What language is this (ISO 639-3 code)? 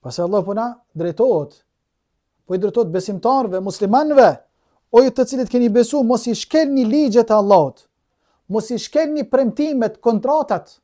sqi